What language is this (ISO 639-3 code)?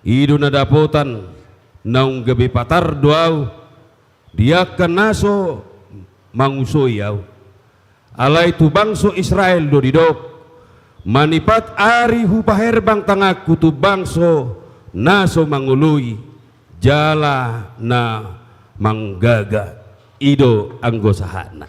bbc